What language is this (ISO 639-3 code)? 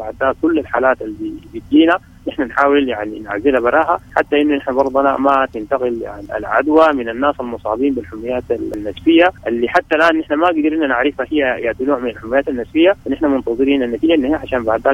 apd